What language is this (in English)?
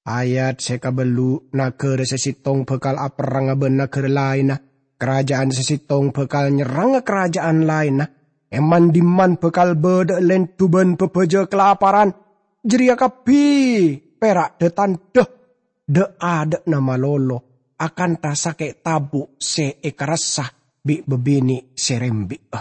Madurese